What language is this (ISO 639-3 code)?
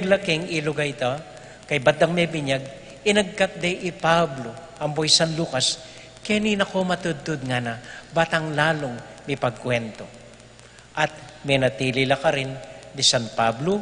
pam